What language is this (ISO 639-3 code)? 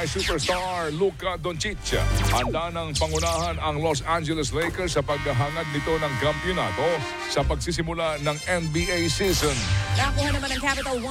fil